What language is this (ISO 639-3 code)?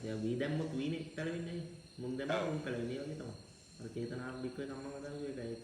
sin